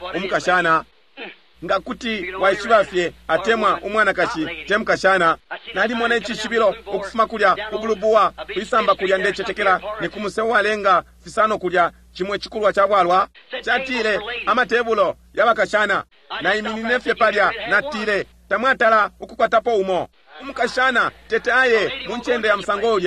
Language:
Bemba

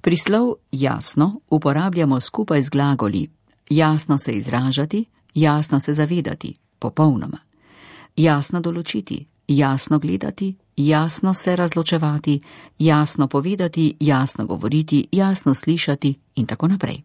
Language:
Slovenian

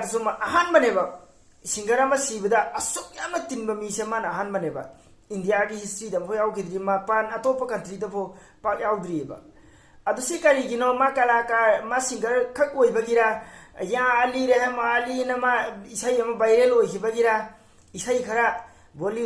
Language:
Manipuri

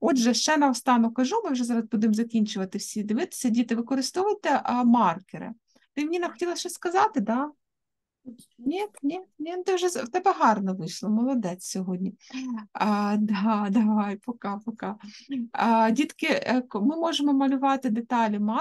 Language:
Ukrainian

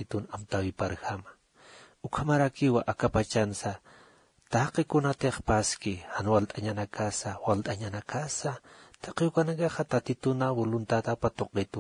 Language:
Aymara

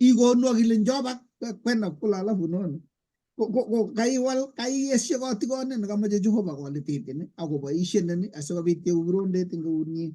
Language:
Kalenjin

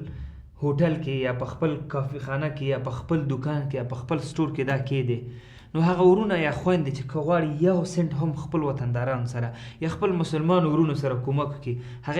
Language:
Pashto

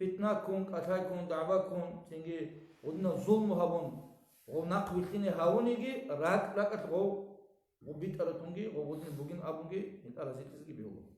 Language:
Avaric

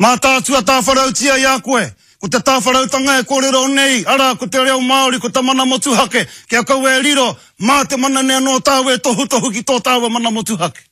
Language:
Māori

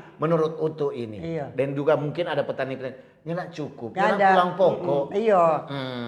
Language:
Manado Malay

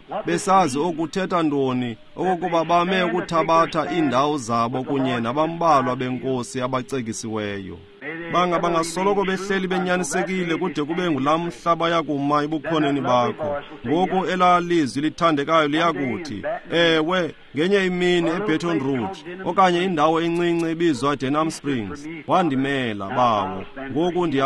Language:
Xhosa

